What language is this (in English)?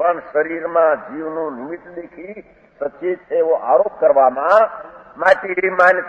Gujarati